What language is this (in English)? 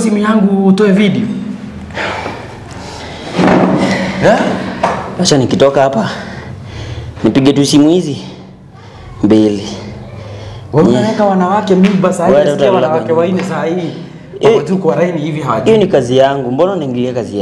Swahili